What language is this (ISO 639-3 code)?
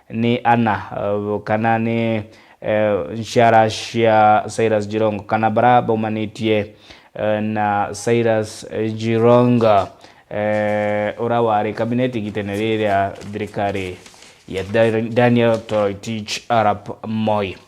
mer